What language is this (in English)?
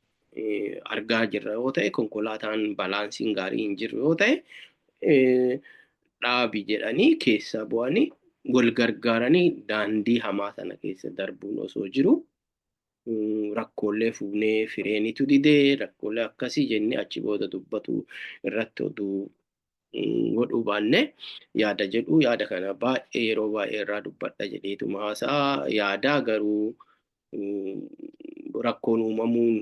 Oromo